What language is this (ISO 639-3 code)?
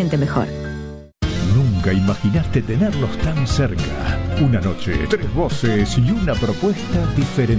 spa